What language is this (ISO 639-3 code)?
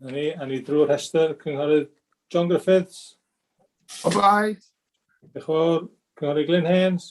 cym